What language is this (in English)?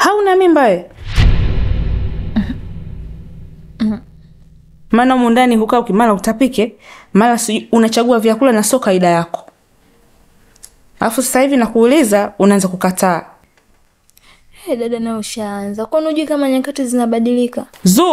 Swahili